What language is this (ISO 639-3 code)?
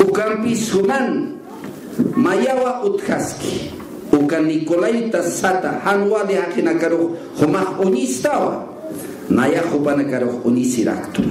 aym